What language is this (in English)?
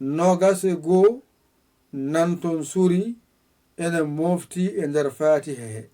Fula